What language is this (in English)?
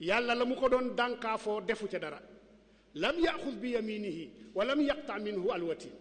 Wolof